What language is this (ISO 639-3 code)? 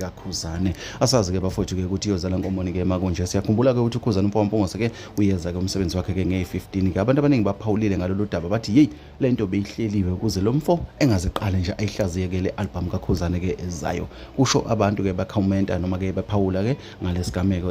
zul